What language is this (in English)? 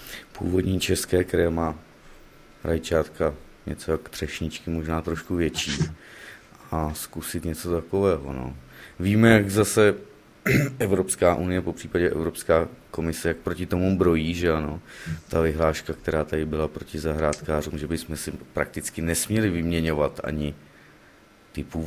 Czech